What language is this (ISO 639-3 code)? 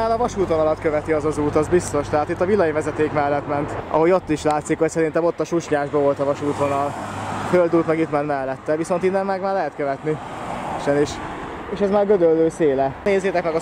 hun